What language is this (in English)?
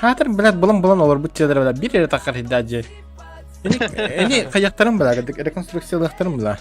Yakut